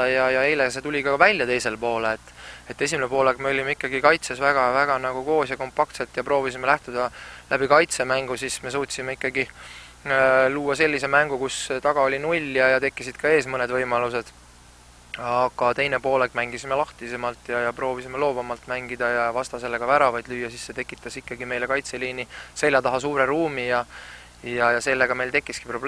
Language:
Estonian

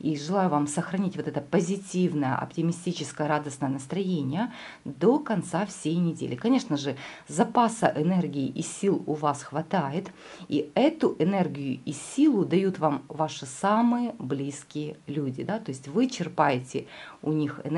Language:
Russian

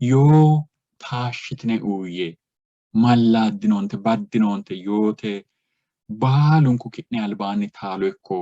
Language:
Sidamo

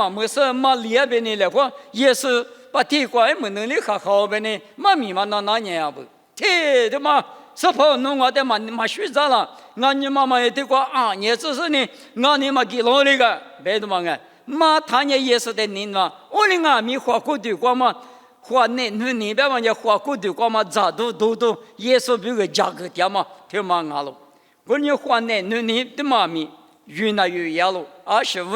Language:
Lisu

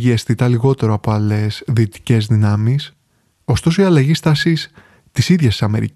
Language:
Greek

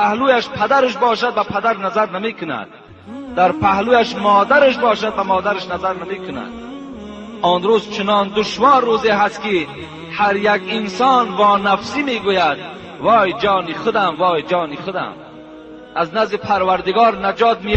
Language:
Tajik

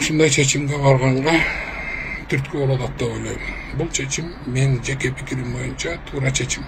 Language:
Kyrgyz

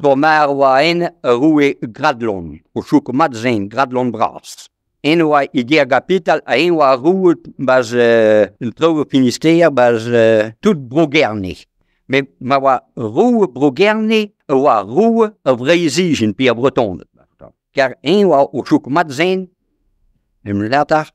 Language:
Breton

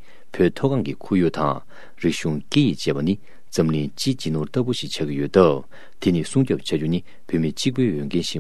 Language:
Tibetan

